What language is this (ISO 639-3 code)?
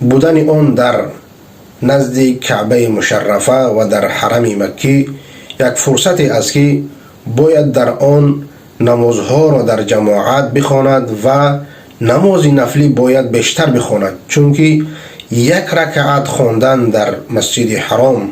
fas